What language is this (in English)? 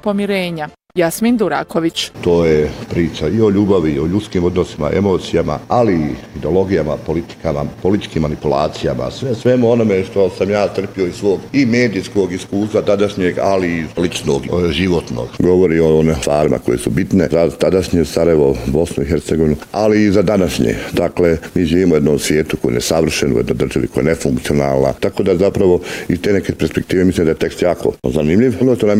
Bosnian